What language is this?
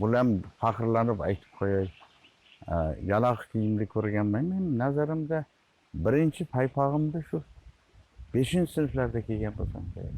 Uzbek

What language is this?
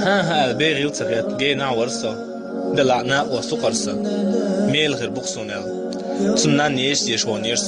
Chechen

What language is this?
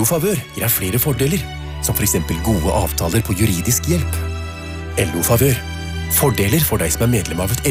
Norwegian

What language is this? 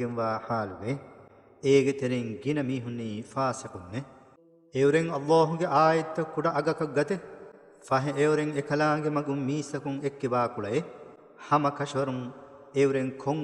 Divehi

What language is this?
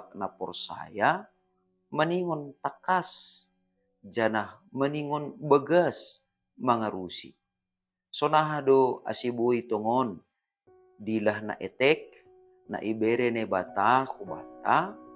Batak Simalungun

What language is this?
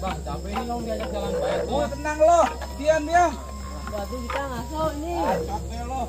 Betawi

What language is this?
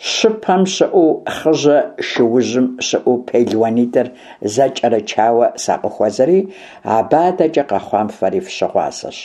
Kabardian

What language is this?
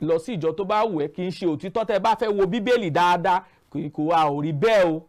Yoruba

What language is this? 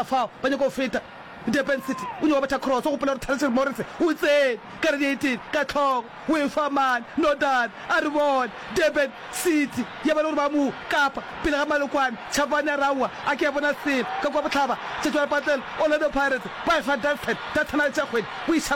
Northern Sotho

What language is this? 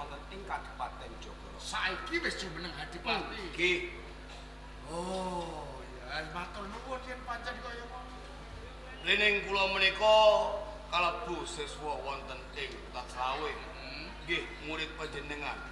Javanese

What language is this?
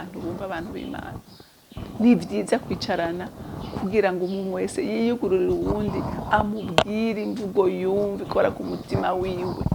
Rundi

